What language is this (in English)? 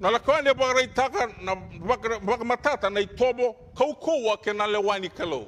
Fijian